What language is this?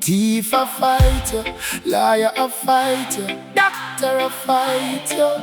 Jamaican Creole English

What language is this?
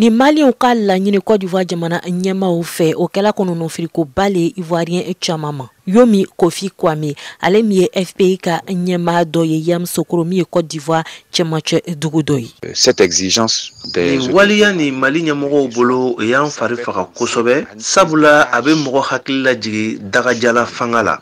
Bambara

